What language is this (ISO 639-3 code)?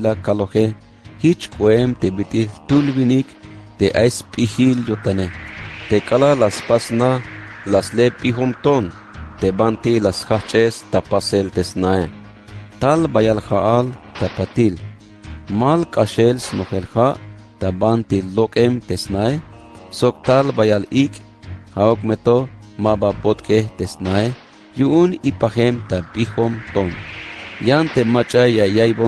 tzh